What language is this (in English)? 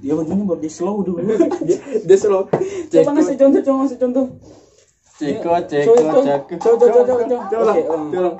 Manado Malay